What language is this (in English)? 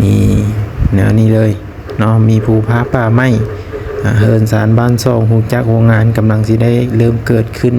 Lao